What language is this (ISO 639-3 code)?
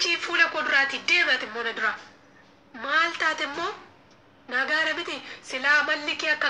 orm